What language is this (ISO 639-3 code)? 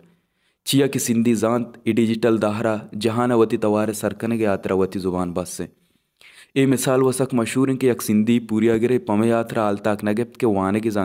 bal